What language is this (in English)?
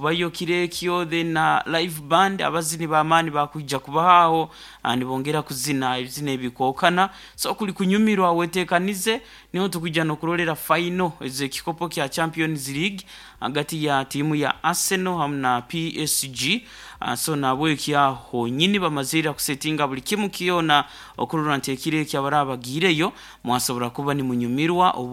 Nyoro